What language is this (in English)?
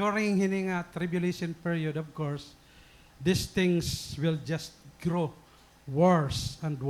Waray